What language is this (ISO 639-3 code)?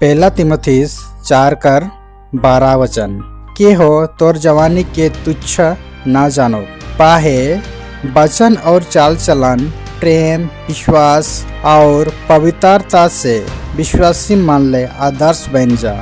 sck